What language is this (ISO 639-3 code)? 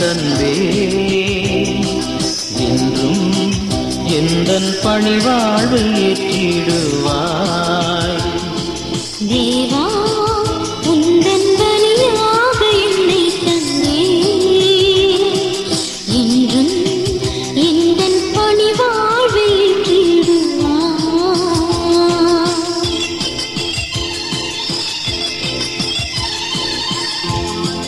tam